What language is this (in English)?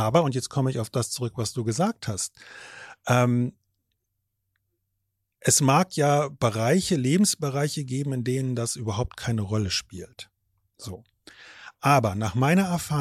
German